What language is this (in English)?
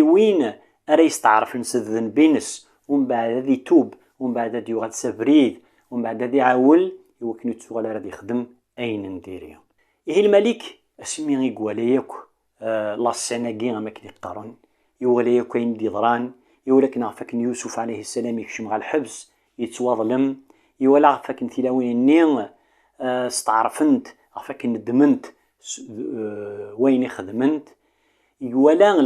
Kabyle